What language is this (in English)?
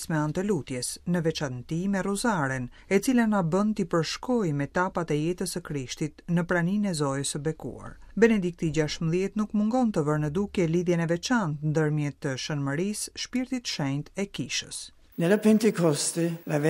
Albanian